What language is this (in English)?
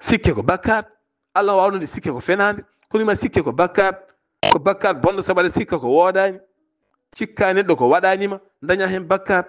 Fula